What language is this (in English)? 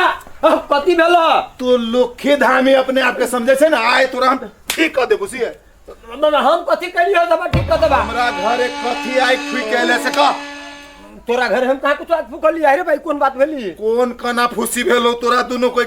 Maithili